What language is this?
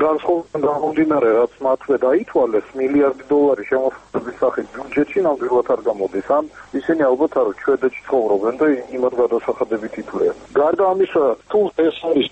Georgian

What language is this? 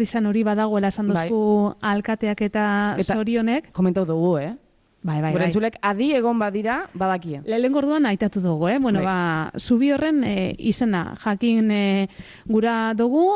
Basque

